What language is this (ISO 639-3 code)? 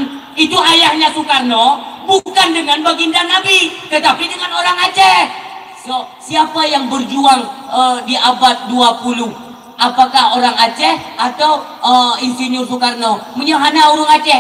ace